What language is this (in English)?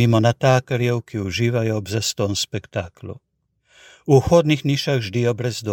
Slovenian